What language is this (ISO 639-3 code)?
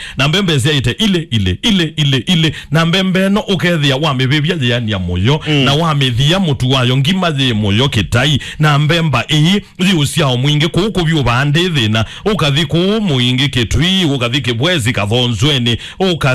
kam